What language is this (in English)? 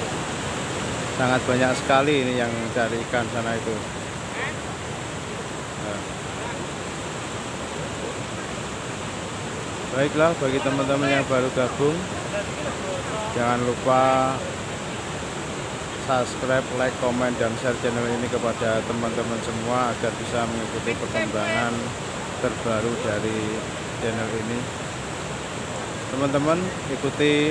Indonesian